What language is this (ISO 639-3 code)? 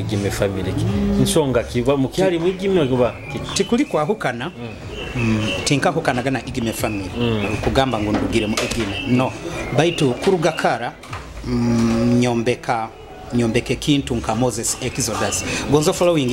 nyo